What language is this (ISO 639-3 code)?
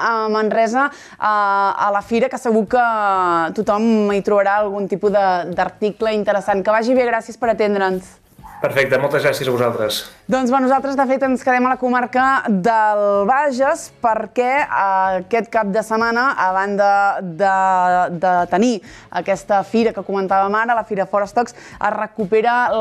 cat